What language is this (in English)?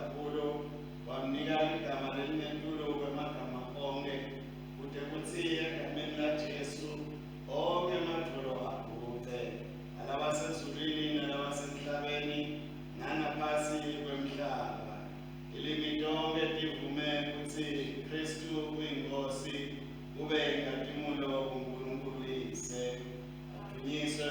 Swati